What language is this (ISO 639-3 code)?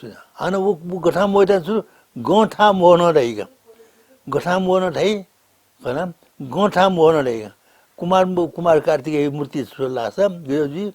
new